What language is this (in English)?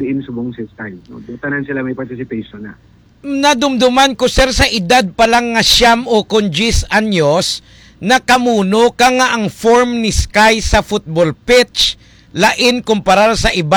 Hiligaynon